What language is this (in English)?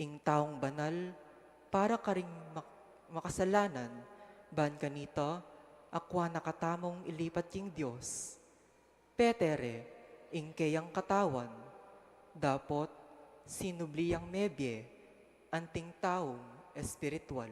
Pampanga